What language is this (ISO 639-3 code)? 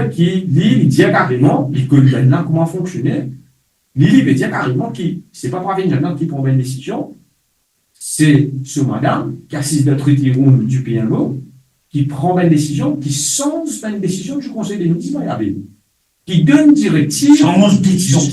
mfe